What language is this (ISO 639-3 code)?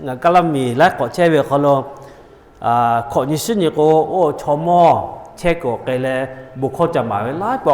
lhu